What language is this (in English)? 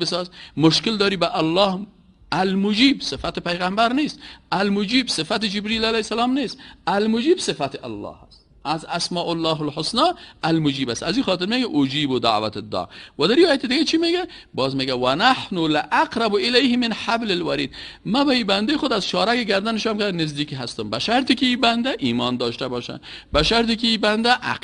Persian